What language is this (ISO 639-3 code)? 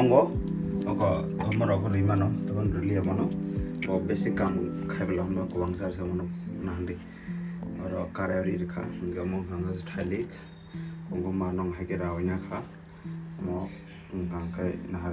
trp